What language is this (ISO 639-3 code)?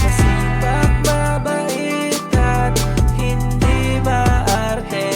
hil